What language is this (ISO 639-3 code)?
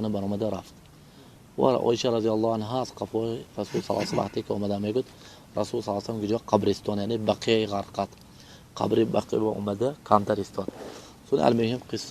tgk